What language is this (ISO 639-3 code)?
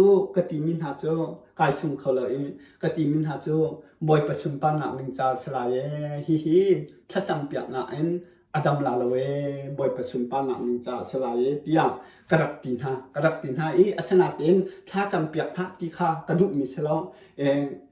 cnh